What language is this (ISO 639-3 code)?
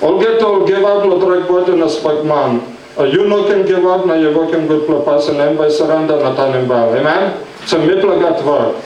tpi